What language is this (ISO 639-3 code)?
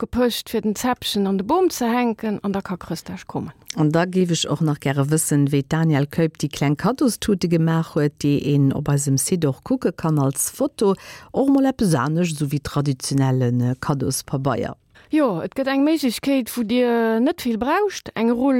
ltz